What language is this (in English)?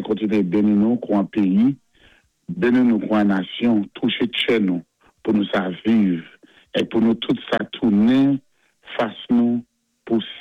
Saint Lucian Creole French